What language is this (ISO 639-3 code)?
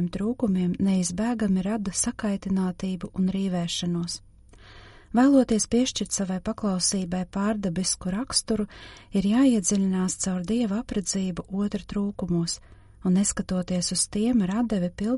lav